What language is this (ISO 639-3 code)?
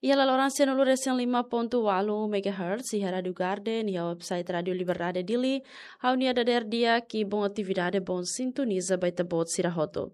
tet